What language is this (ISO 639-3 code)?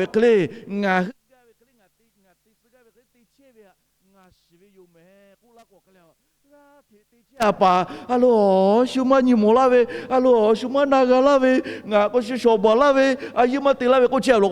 lhu